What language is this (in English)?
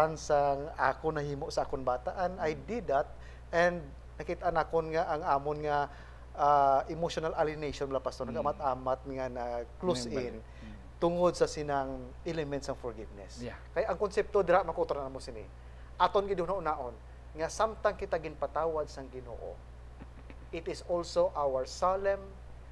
Hiligaynon